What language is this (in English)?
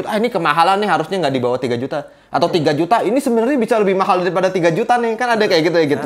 Indonesian